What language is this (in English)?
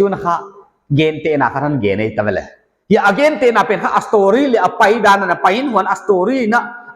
Paite Chin